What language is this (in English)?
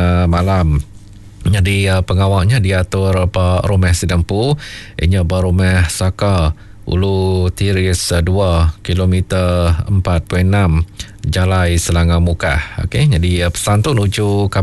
Iban